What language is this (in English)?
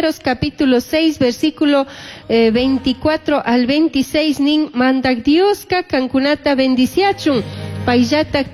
Chimborazo Highland Quichua